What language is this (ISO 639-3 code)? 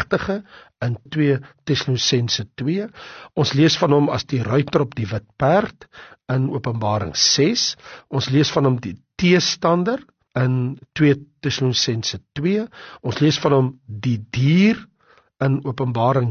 afr